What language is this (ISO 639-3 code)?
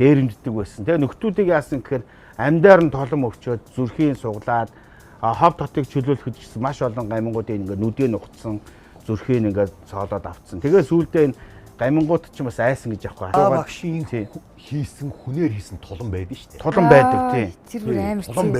mon